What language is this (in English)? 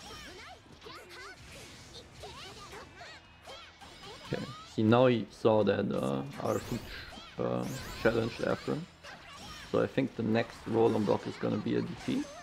English